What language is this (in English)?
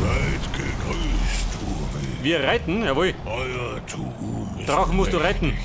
Bavarian